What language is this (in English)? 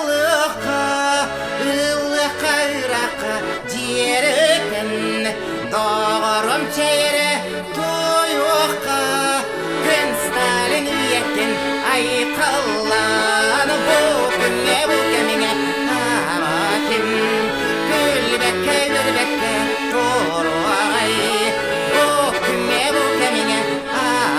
Yakut